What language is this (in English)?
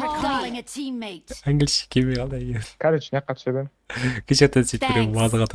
Kara-Kalpak